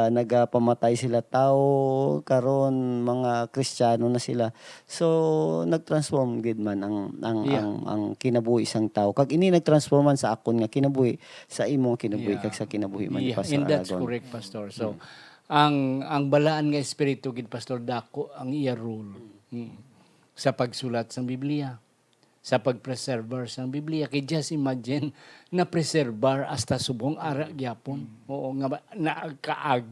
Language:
Hiligaynon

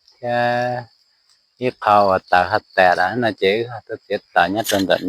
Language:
Hmong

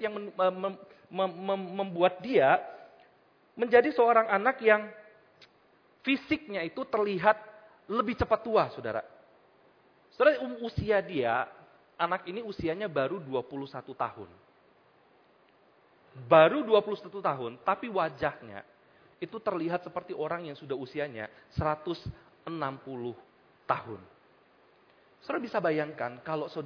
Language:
Indonesian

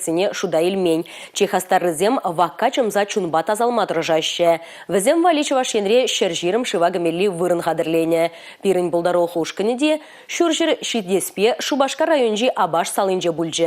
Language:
Chuvash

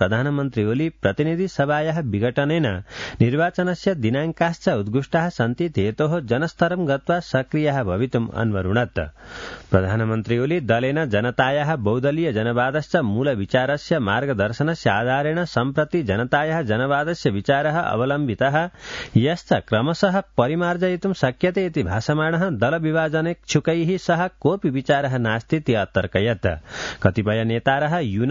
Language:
Sanskrit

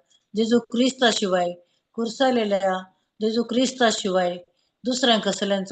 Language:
Konkani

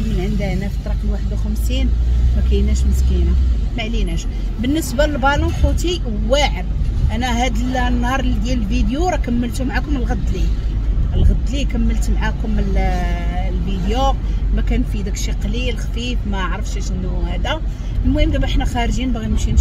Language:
Moroccan Arabic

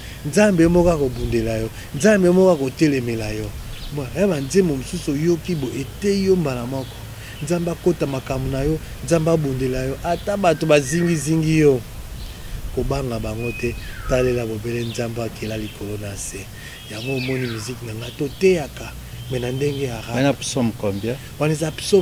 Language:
Lingala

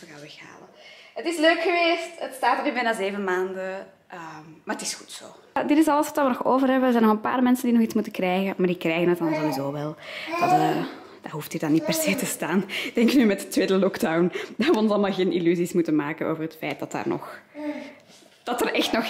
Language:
Dutch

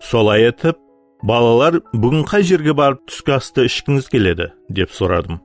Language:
Kara-Kalpak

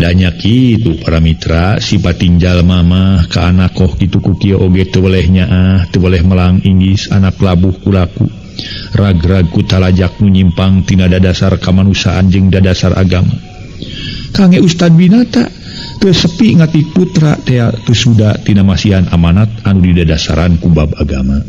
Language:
Sundanese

